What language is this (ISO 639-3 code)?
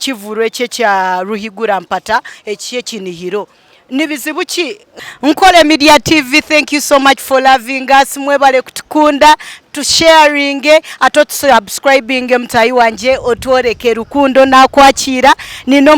nyn